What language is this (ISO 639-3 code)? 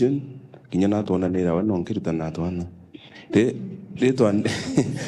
mer